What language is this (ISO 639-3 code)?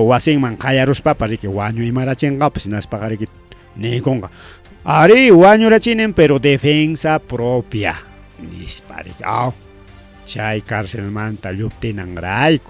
quy